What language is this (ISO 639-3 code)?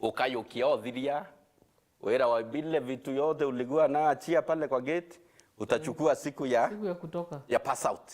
mer